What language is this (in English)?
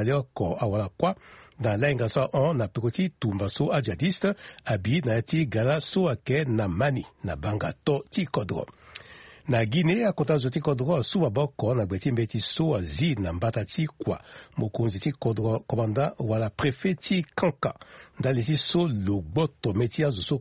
Sango